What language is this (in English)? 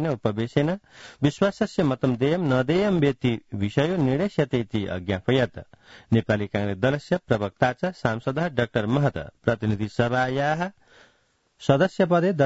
Sanskrit